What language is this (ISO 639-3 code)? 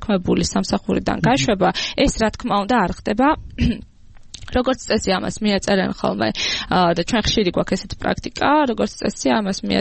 kat